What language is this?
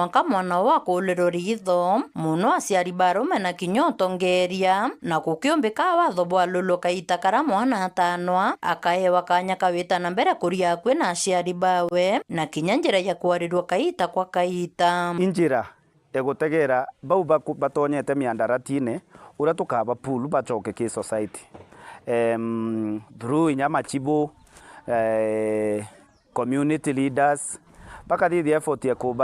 Meru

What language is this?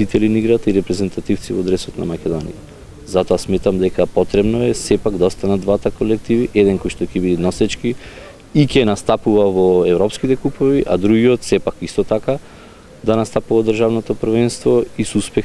Macedonian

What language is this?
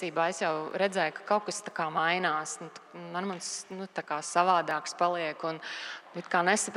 Latvian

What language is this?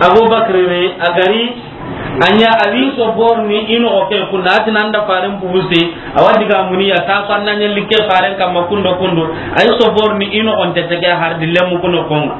Soninke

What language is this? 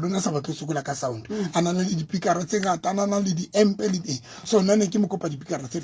Southern Sotho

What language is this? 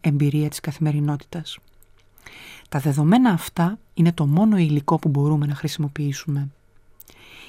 Greek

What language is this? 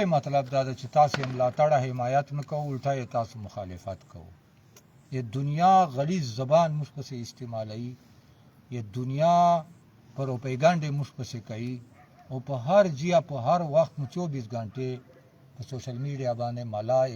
Pashto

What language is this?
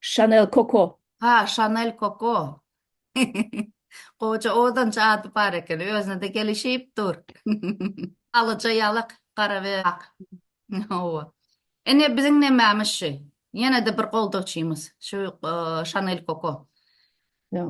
Turkmen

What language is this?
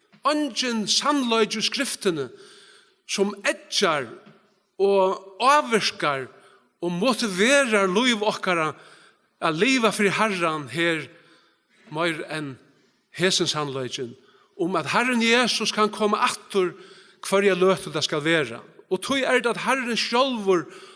Faroese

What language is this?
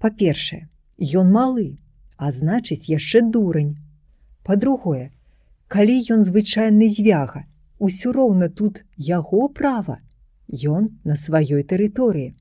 Belarusian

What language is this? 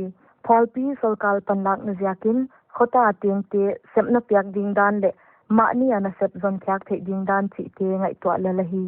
Paite Chin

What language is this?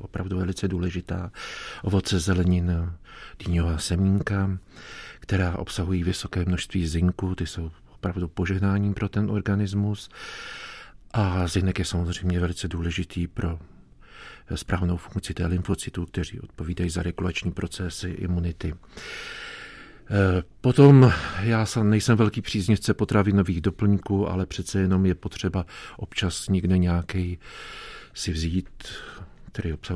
Czech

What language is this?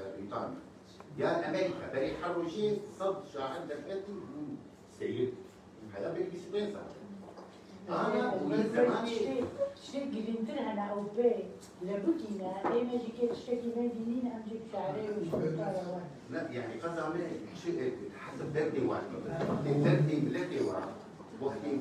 Kurdish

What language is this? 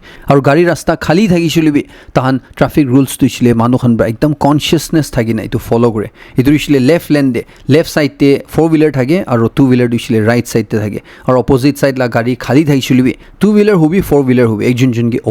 Naga Pidgin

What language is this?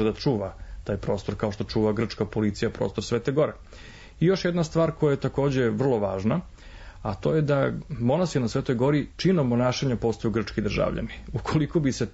Serbian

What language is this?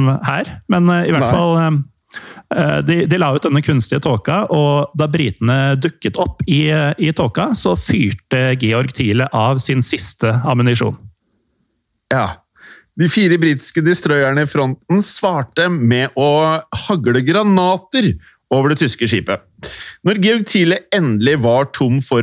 Norwegian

